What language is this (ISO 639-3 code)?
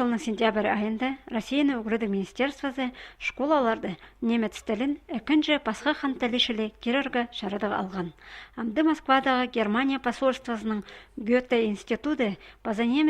kjh